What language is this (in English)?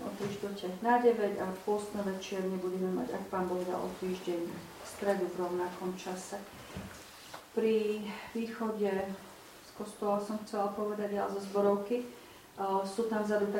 Slovak